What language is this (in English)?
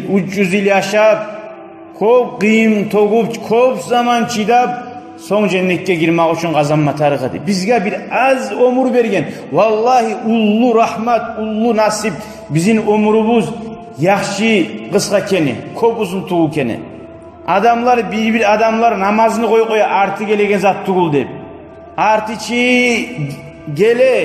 Kumyk